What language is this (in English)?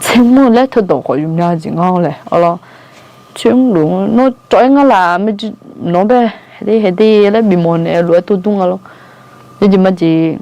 Akha